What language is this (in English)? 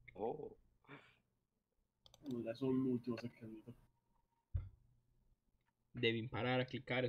Italian